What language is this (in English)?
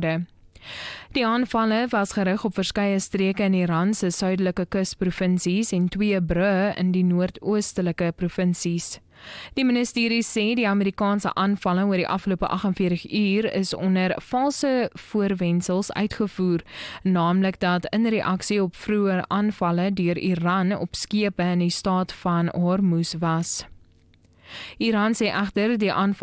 Afrikaans